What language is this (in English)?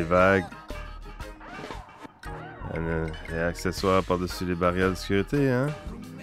French